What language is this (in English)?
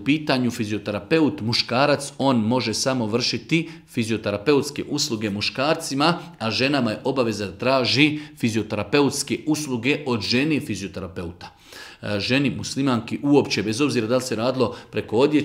Bosnian